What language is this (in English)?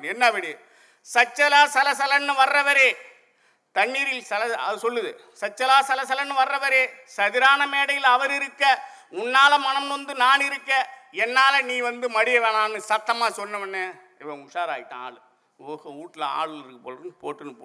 Tamil